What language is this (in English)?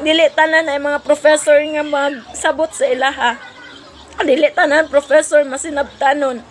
Cebuano